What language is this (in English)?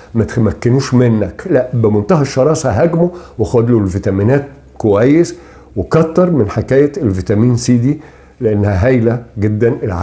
Egyptian Arabic